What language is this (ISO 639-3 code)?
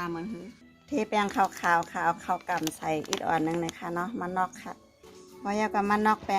shn